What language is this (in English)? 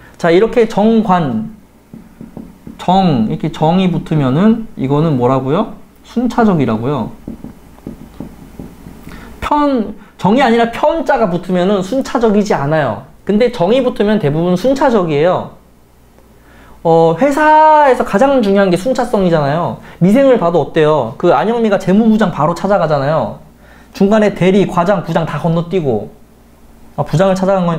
Korean